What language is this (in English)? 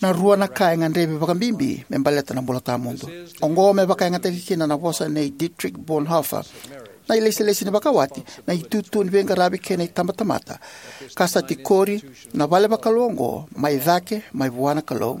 Fijian